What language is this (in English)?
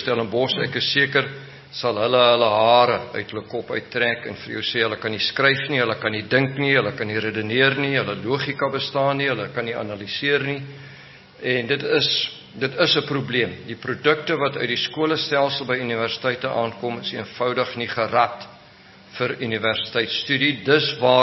Afrikaans